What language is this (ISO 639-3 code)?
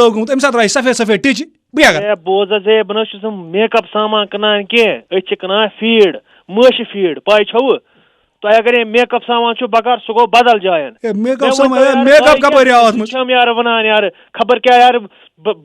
kas